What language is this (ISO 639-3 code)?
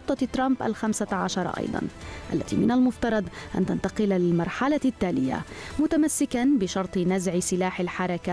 ara